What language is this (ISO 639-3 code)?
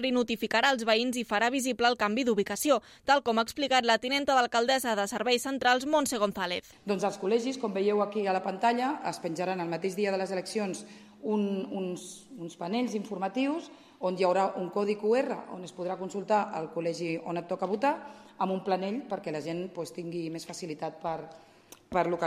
cat